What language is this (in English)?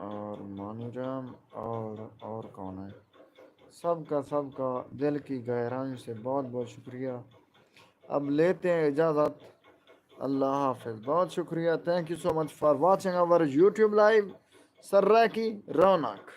Saraiki